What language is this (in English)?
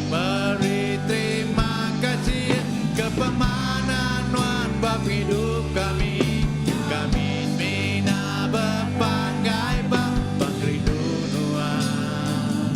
Iban